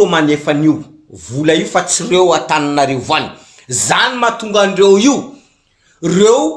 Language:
Malagasy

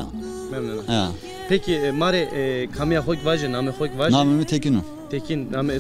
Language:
Zaza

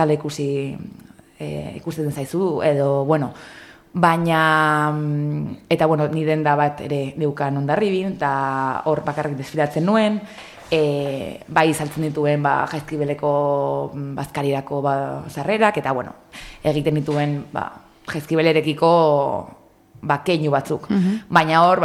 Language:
Basque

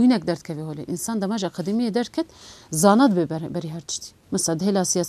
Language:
Kurdish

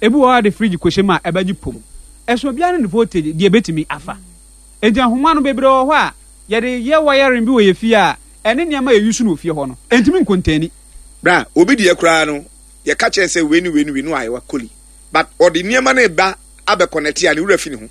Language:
Akan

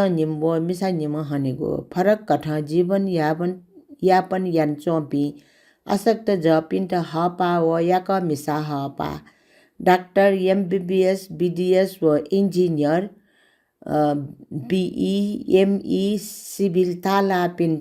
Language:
Newari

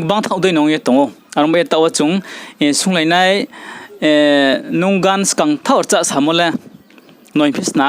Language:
Riang (India)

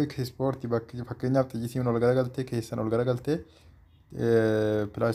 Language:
Oromo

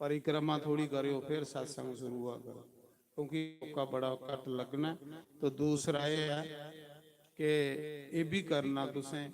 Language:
Dogri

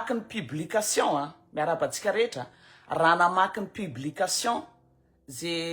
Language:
Malagasy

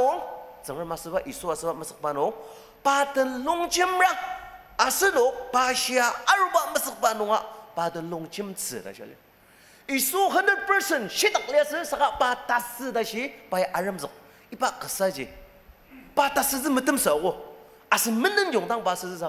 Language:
Ao Naga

